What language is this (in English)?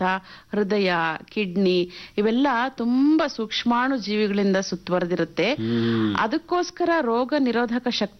Kannada